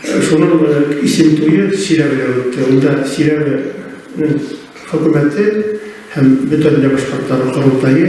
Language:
Bashkir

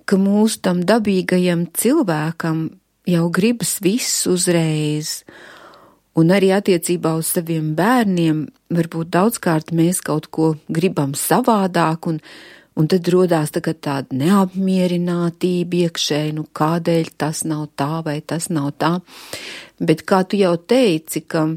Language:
Latvian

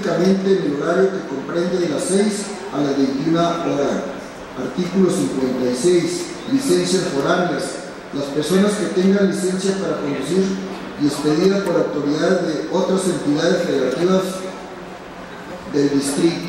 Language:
Spanish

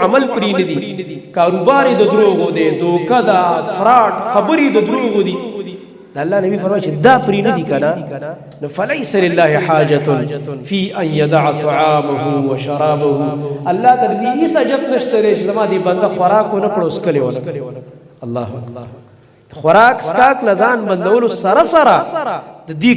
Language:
Pashto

